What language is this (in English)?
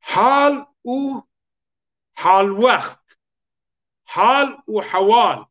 Zaza